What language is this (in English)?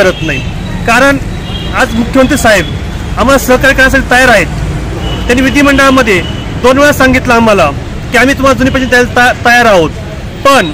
Marathi